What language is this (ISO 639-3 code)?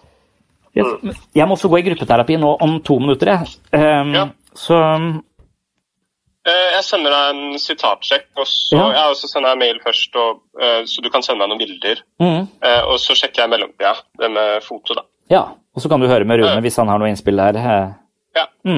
nor